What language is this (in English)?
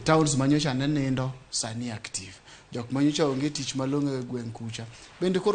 Luo (Kenya and Tanzania)